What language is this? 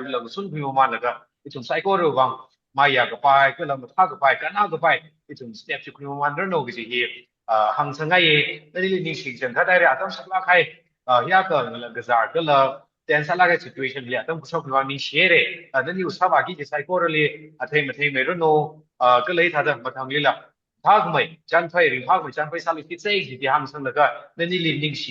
Tangkhul Naga (India)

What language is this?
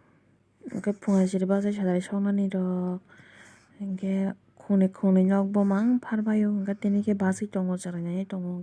Kok Borok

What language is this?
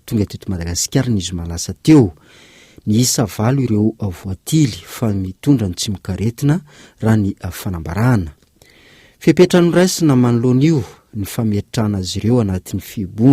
Malagasy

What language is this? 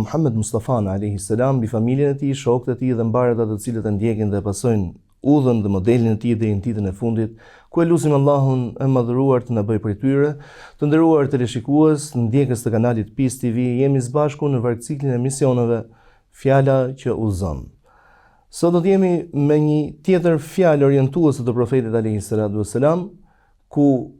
Albanian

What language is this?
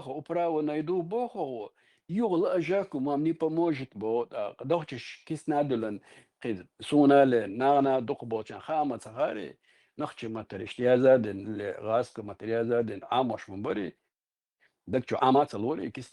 Chechen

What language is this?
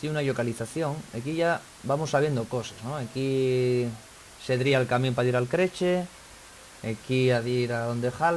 Asturian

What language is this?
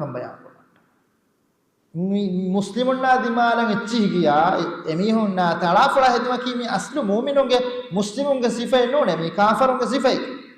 Divehi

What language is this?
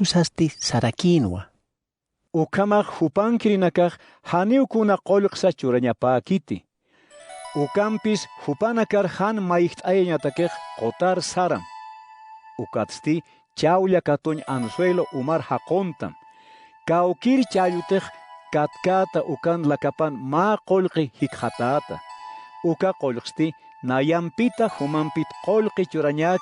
Aymara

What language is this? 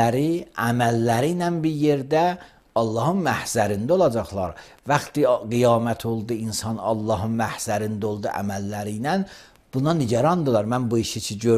Azerbaijani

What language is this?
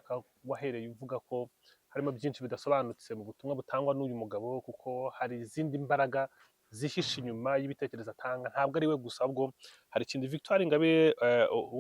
Kinyarwanda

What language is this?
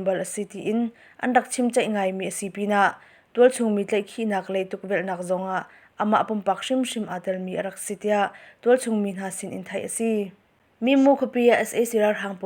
Hakha Chin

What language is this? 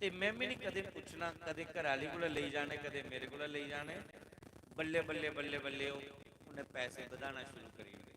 Dogri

